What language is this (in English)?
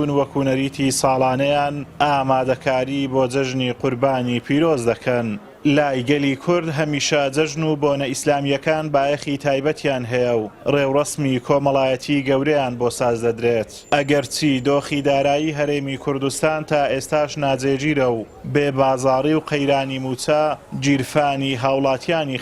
Central Kurdish